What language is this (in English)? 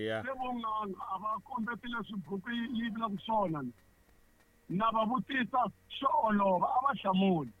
Tsonga